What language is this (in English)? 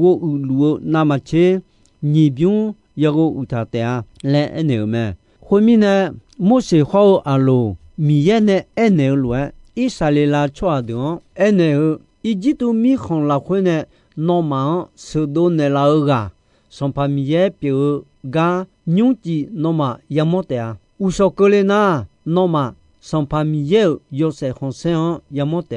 Akha